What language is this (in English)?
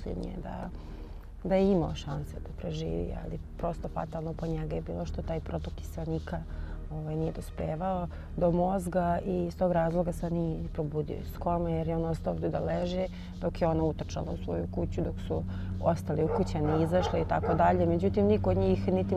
Serbian